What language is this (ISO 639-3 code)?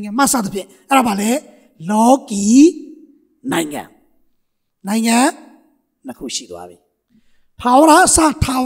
mya